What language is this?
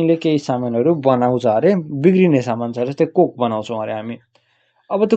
Nepali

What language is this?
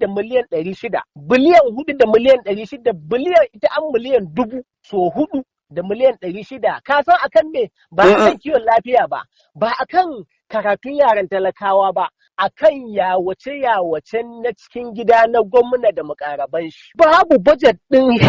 Hausa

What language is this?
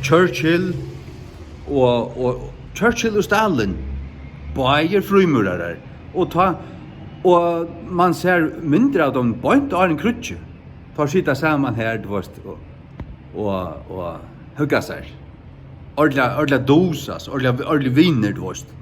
Faroese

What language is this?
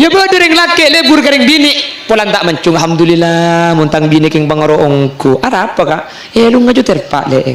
Madurese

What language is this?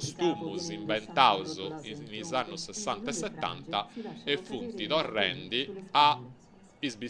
Sardinian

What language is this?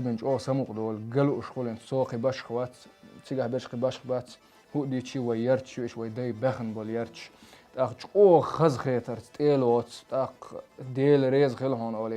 Chechen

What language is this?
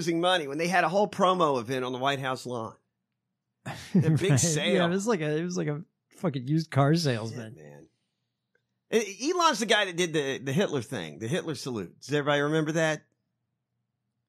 English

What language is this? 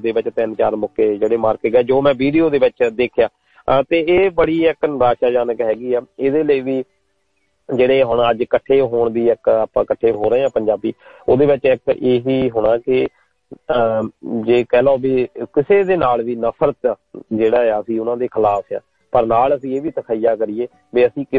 Punjabi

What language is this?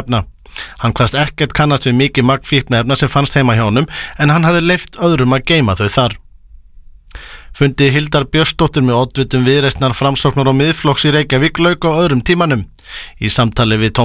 Icelandic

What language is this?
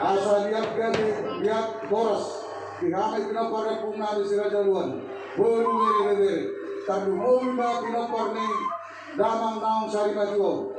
Batak Toba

